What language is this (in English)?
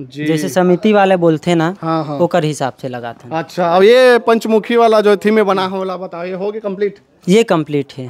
Chhattisgarhi